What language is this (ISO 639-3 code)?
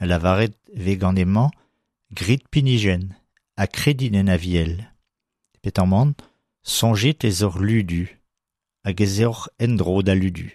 bre